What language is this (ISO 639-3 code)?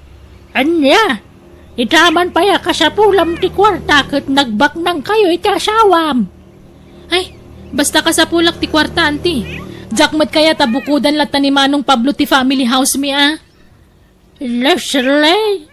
ilo